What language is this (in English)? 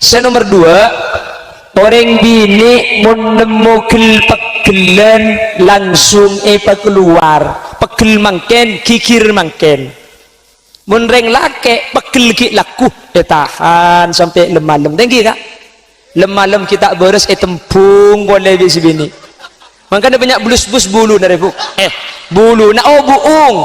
Madurese